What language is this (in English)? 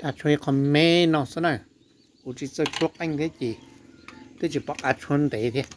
Hmong